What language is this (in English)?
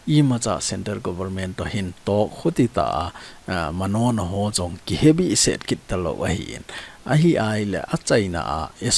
Thado Chin